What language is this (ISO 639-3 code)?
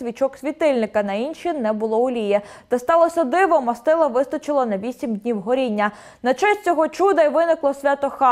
ukr